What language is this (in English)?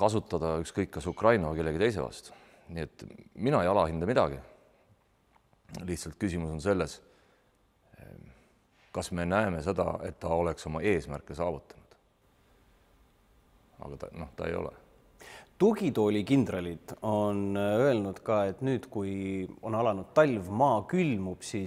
Estonian